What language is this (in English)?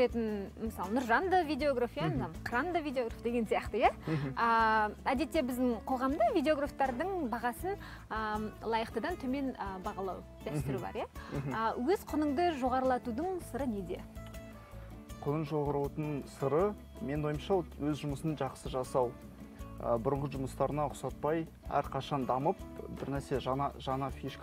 Kazakh